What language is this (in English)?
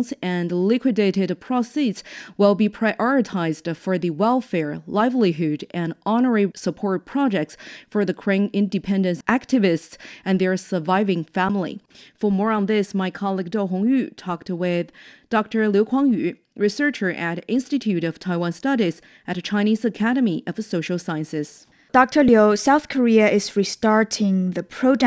English